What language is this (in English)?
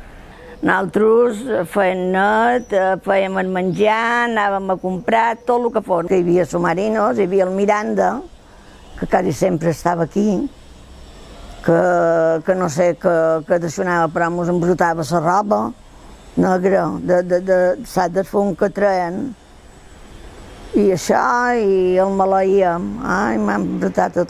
Catalan